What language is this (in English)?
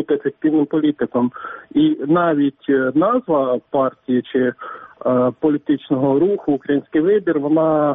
Ukrainian